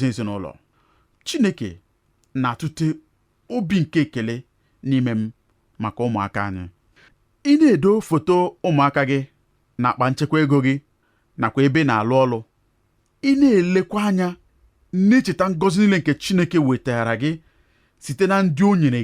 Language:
Igbo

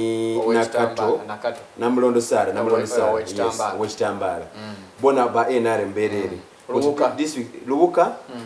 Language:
Soga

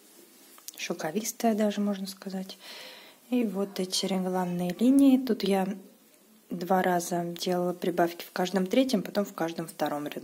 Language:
Russian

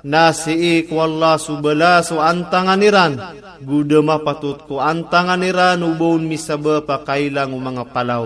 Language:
Maranao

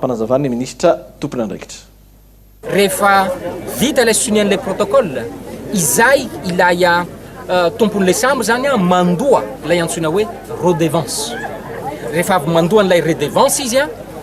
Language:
Malagasy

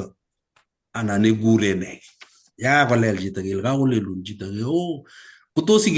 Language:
Kalenjin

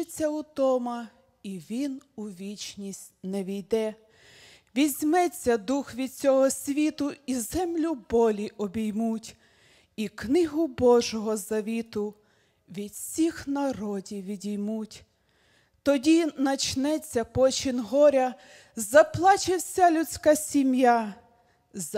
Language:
Ukrainian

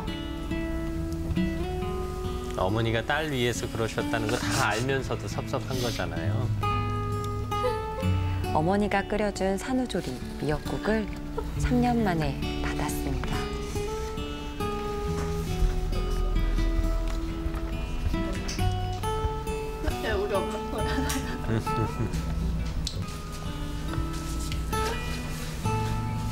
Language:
Korean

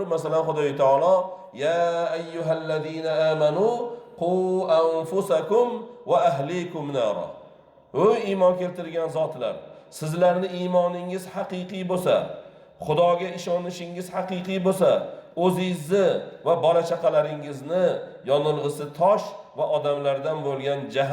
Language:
Uzbek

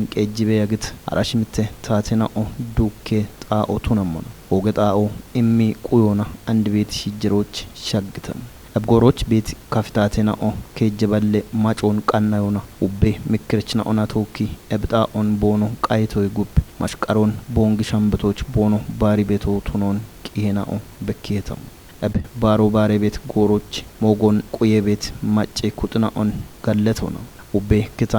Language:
Kafa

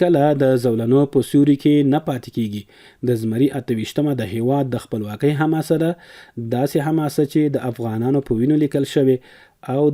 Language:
Pashto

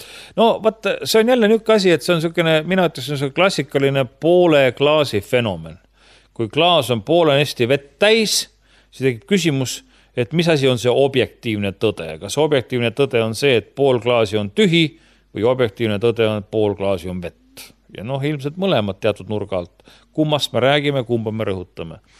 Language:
Estonian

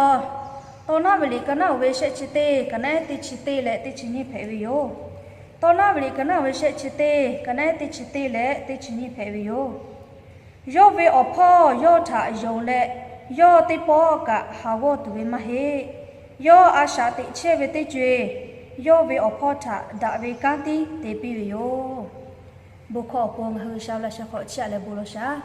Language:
Lahu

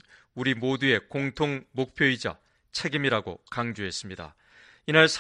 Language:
Korean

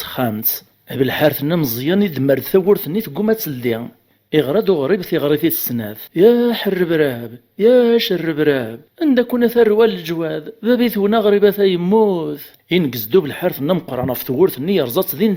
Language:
Kabyle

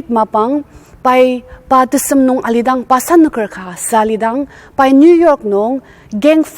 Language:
Ao Naga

